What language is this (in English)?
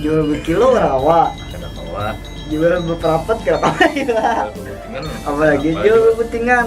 Banjar